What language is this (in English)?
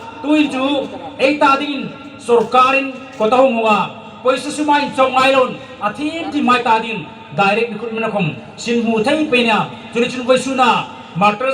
Hmar